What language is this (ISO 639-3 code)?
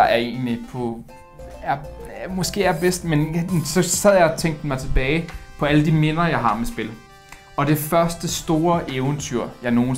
dan